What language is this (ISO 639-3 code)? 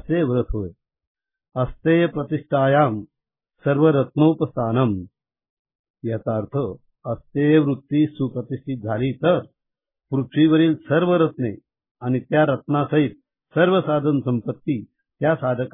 mar